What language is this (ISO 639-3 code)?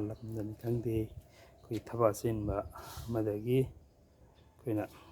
mni